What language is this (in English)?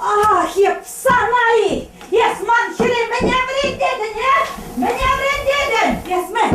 Chuvash